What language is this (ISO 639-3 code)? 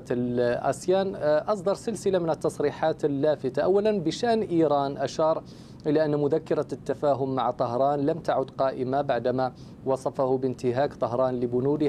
ara